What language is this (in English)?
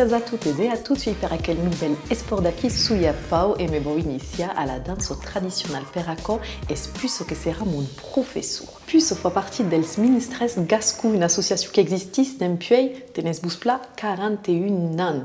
Occitan